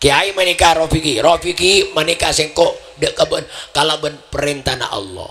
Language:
Madurese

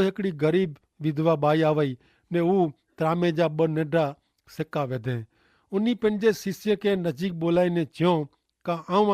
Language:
Kachhi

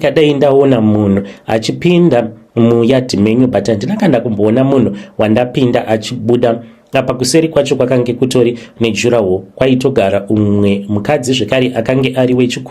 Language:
Shona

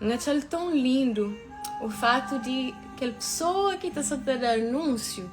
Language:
Kabuverdianu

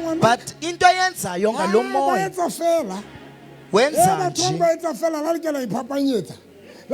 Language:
Southern Sotho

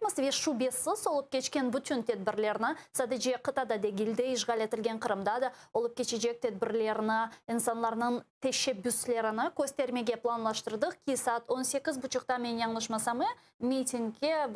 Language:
Crimean Tatar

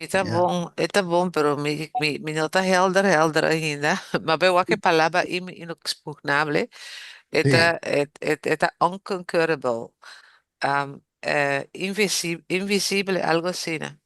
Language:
Papiamento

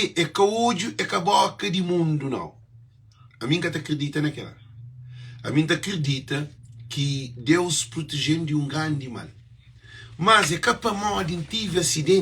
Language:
Kabuverdianu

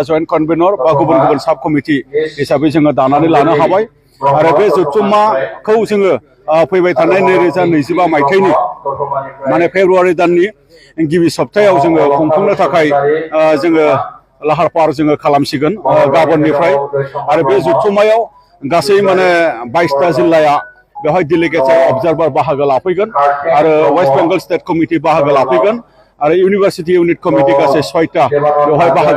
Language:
Bodo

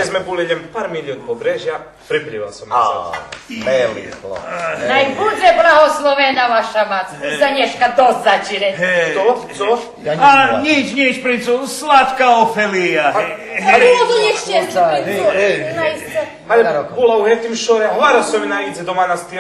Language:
Rusyn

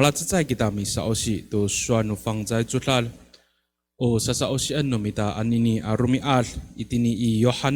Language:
Amis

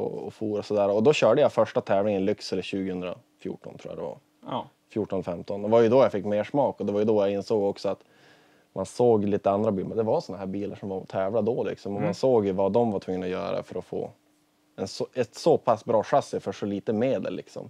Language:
Swedish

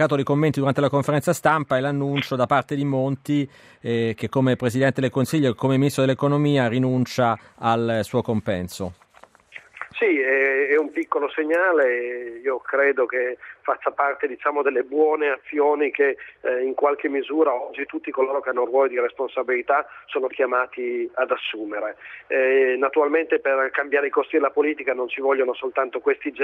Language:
Italian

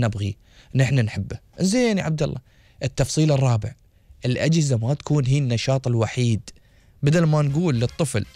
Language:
Gulf Arabic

